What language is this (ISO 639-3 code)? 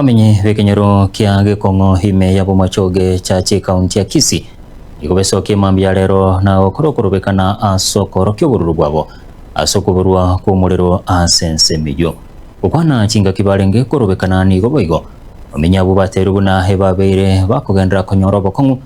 guz